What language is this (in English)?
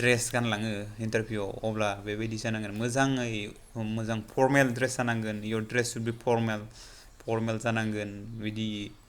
Bodo